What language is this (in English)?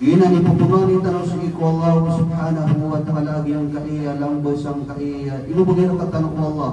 Maranao